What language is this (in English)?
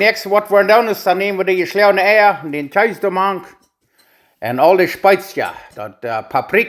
Plautdietsch